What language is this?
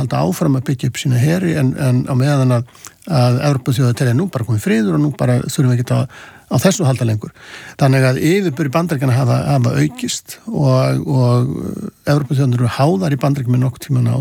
Icelandic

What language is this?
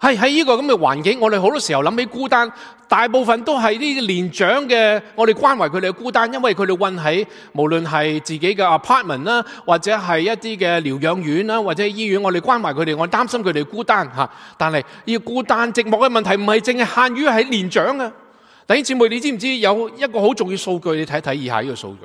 Cantonese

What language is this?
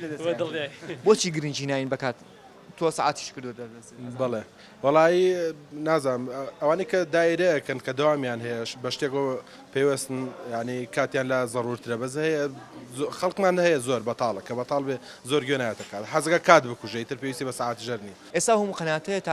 Central Kurdish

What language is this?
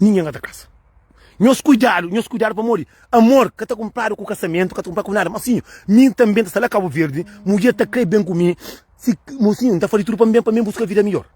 Kabuverdianu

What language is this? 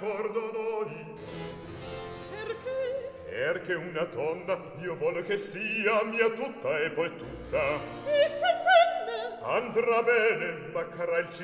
Italian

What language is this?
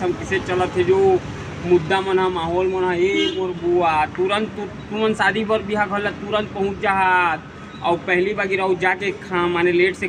Chhattisgarhi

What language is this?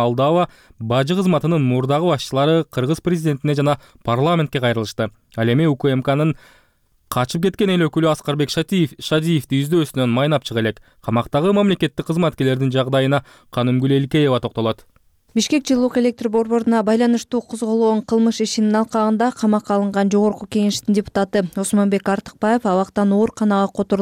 Kyrgyz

